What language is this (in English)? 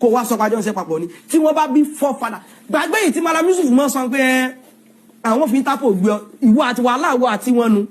Yoruba